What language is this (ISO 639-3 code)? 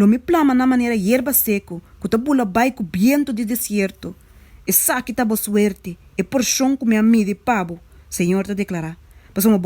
pap